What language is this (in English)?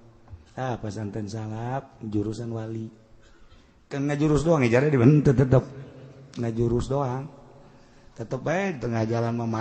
Sundanese